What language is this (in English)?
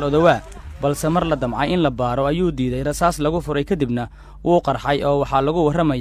Somali